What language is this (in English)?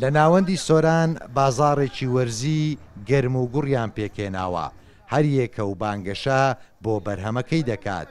Central Kurdish